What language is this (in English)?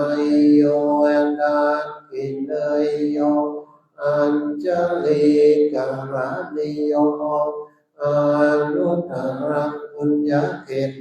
Pali